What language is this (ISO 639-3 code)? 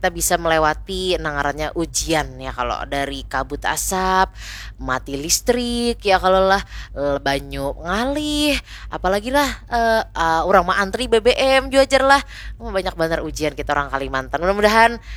bjn